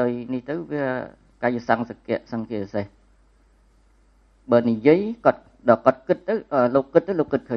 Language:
Khmer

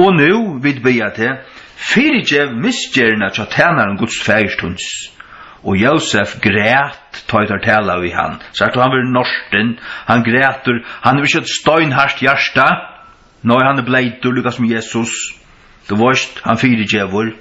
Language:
Faroese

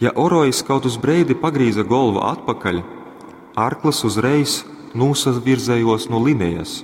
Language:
Latgalian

